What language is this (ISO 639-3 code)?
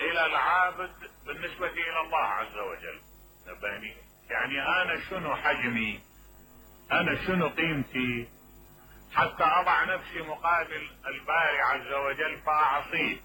acm